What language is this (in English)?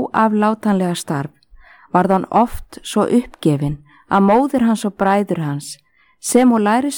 Icelandic